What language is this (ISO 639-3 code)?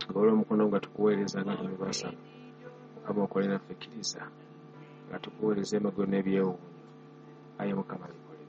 lug